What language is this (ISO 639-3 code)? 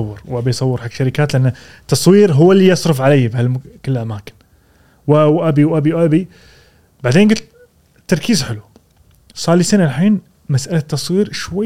afb